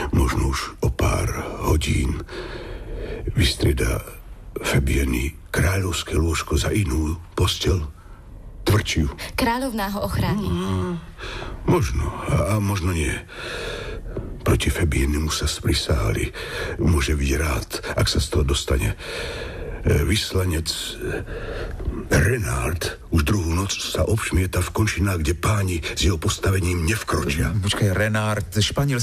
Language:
Slovak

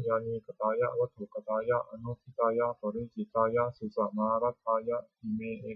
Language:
Pali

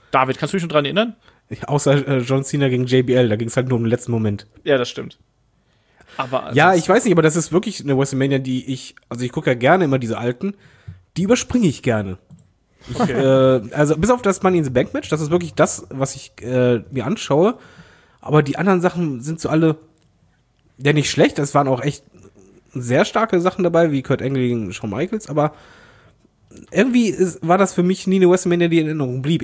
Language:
German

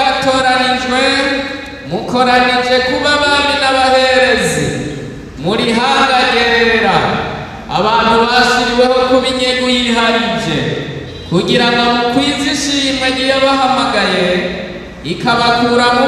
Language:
Rundi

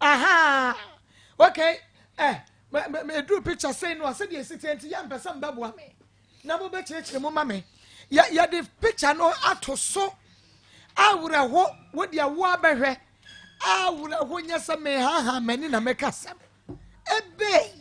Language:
Akan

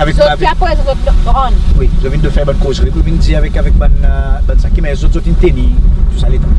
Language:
Seselwa Creole French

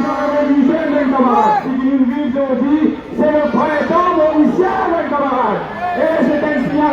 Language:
Morisyen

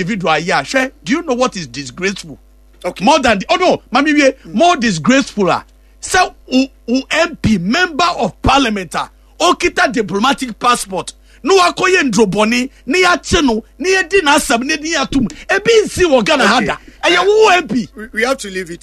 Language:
Akan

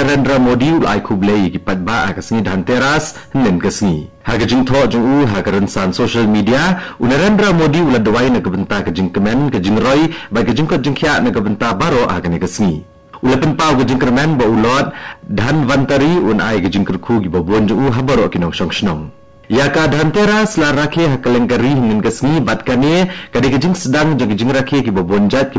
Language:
Khasi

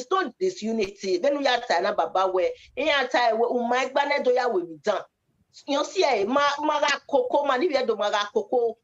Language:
Bini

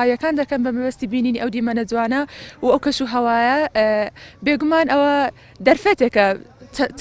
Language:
Central Kurdish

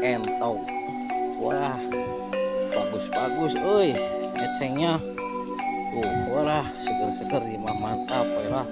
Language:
Sundanese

